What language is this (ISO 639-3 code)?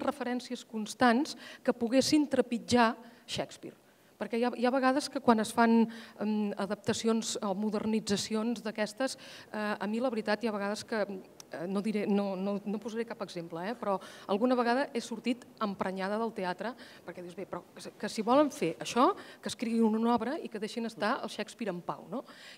cat